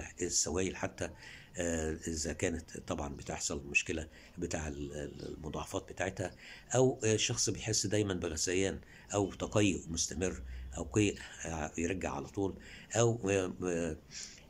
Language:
Egyptian Arabic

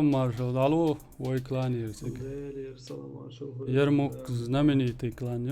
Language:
Chechen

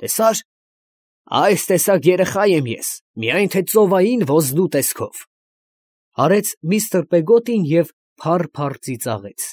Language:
Armenian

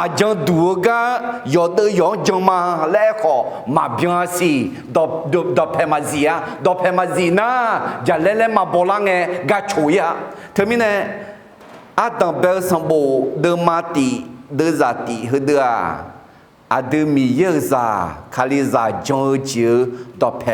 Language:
Akha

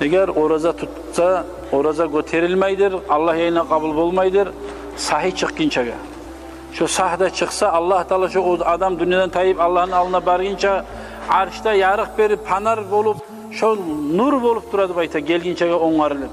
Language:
Kumyk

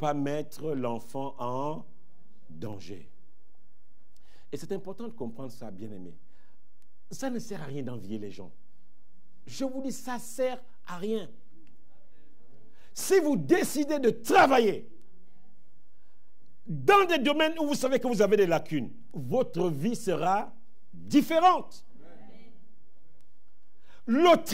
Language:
French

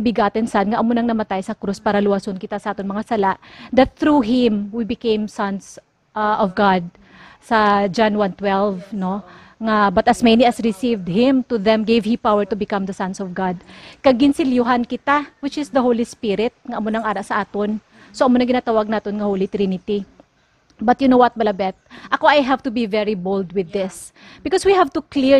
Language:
Hiligaynon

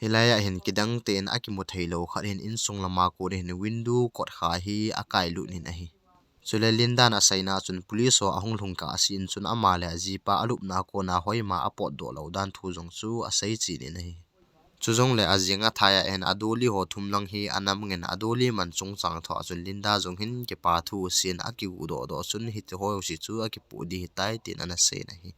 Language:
Thado Chin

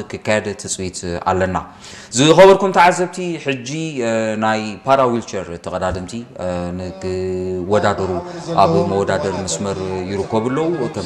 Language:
Tigrinya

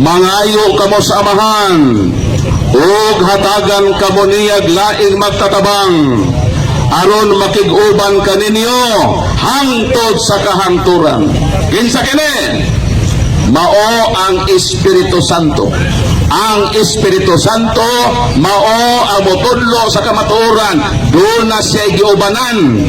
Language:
Cebuano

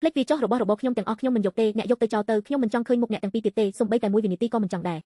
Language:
Khmer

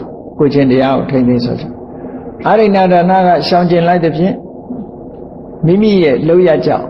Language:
Burmese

